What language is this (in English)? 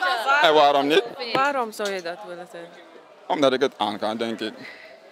Dutch